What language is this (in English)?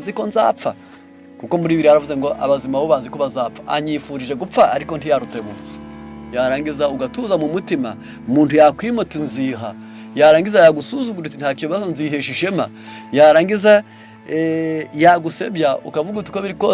Kinyarwanda